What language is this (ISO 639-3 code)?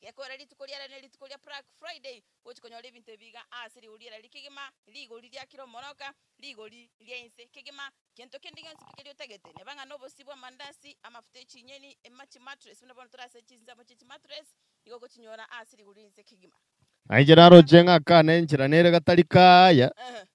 guz